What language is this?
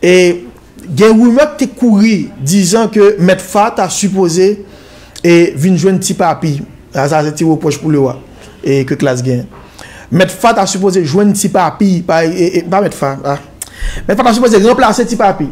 Haitian Creole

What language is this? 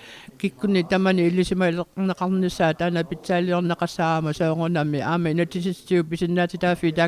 Kalaallisut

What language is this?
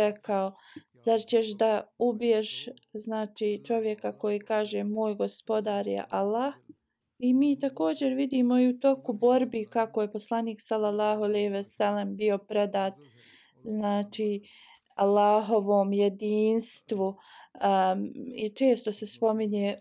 Bosnian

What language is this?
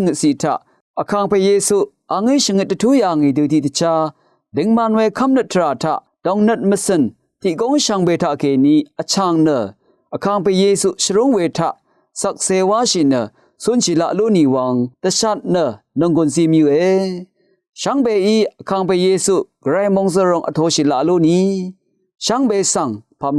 Rawang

